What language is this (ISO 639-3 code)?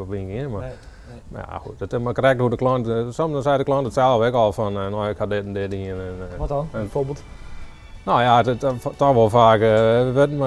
fry